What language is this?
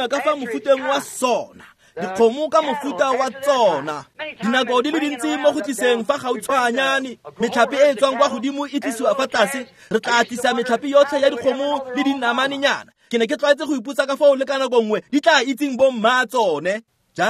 Tswana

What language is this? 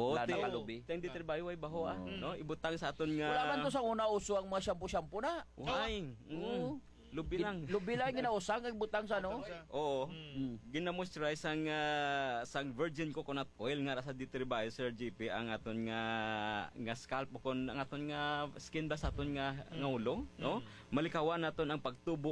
Hiligaynon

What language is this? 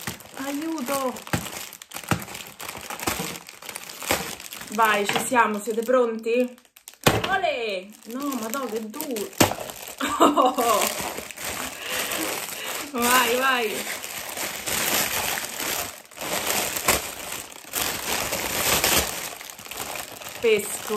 Italian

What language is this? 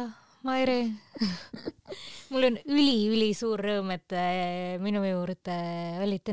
Estonian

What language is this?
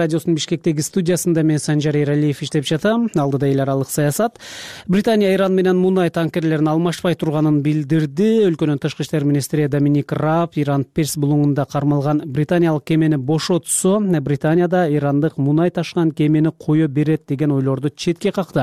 Kyrgyz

